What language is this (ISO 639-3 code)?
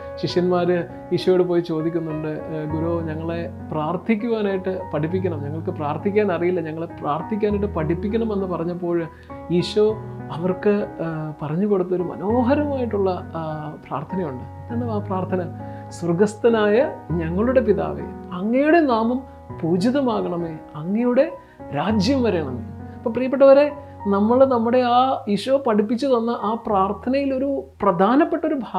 mal